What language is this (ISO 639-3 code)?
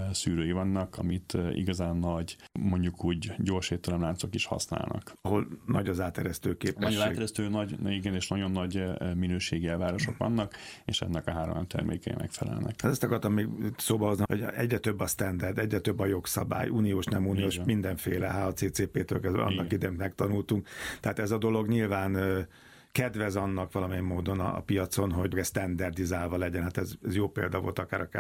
hun